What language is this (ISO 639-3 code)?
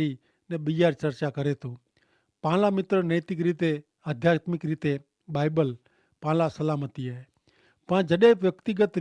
kfr